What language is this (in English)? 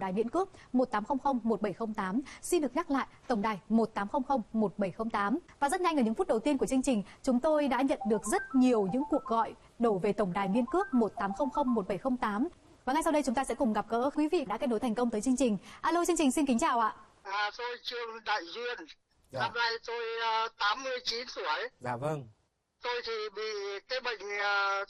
Vietnamese